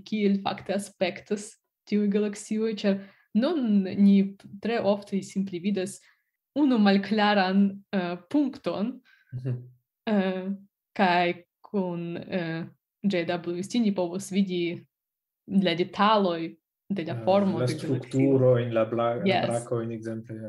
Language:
Esperanto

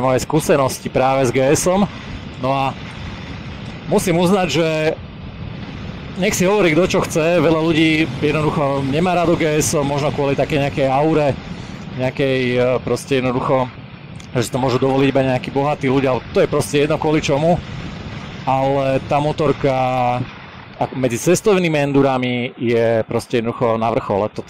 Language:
Slovak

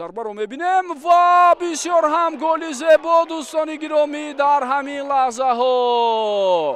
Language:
Tajik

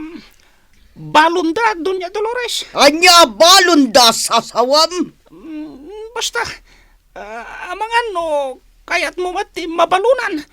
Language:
Iloko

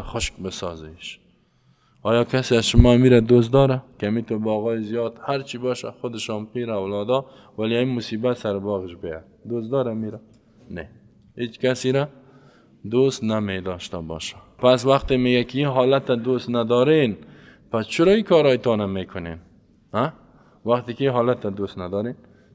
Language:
Persian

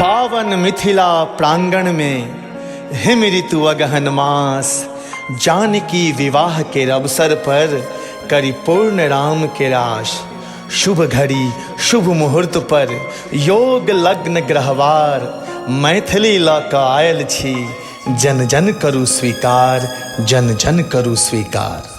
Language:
Maithili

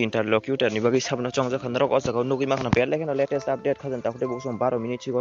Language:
Kok Borok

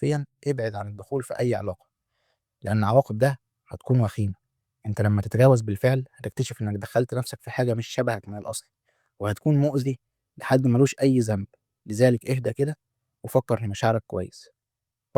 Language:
Egyptian Arabic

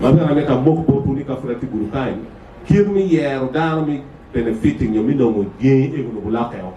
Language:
Acoli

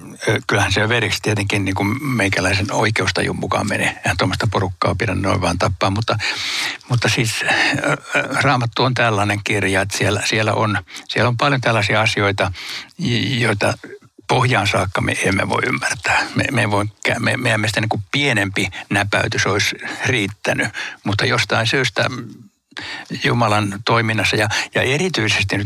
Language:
Finnish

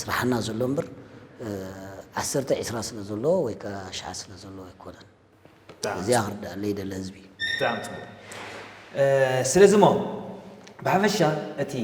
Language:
Tigrinya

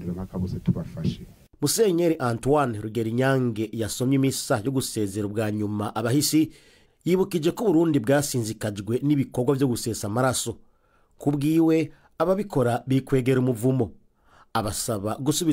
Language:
Rundi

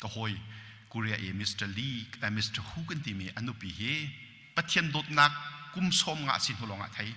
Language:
Hakha Chin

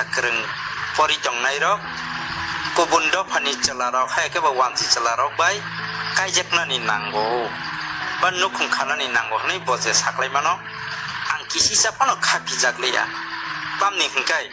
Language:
Kok Borok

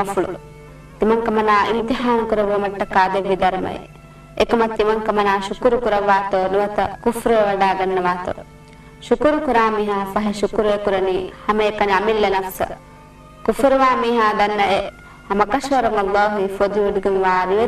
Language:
Divehi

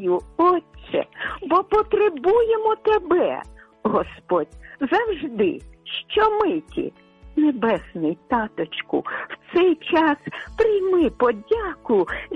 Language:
Ukrainian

